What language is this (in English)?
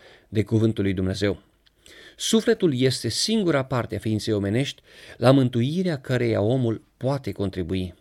Romanian